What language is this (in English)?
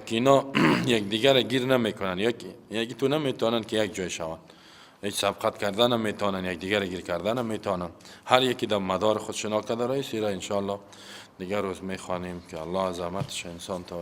Persian